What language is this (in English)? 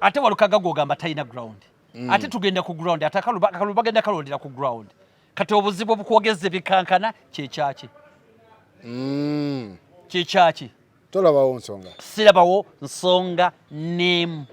Ganda